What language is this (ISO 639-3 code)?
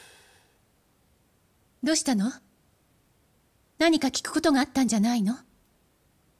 jpn